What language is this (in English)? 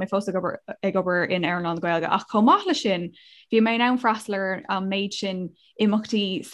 Irish